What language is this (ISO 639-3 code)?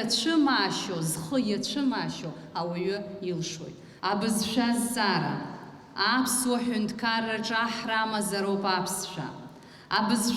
abk